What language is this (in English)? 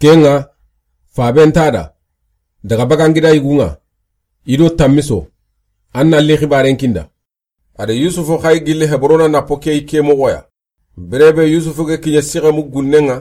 Soninke